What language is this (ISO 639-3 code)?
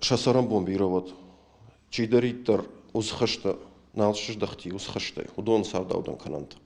oss